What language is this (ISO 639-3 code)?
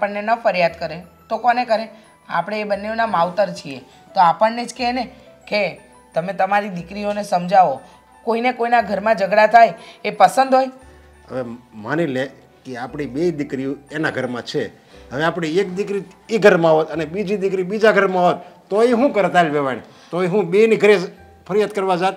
guj